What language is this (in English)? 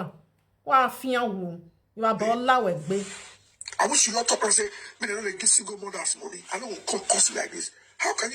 Nigerian Pidgin